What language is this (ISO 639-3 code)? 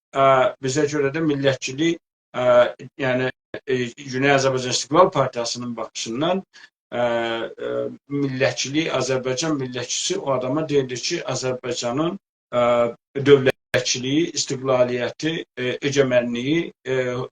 azb